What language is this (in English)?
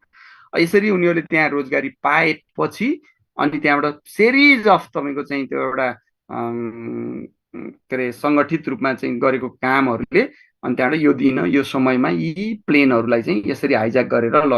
Nepali